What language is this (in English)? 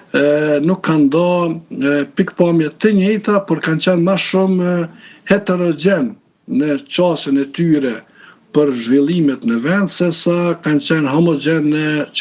Albanian